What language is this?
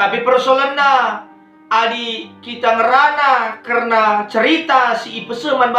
Batak Karo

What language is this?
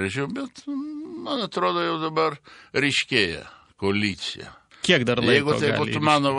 Lithuanian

